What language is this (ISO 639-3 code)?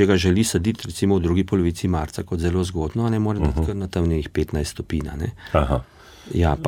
slv